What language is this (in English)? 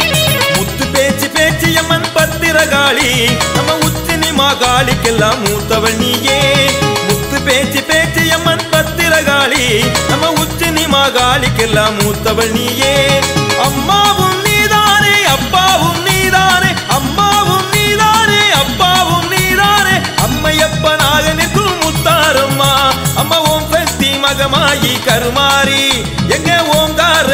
Tamil